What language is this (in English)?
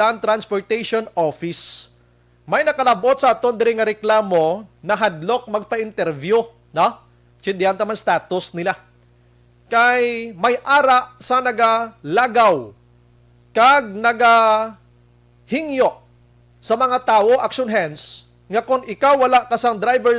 Hiligaynon